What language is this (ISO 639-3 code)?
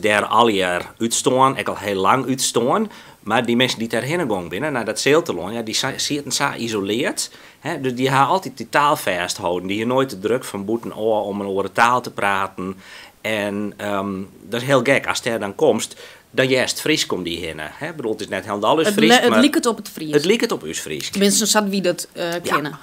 fry